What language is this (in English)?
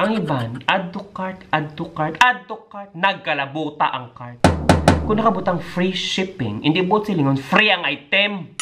Hiligaynon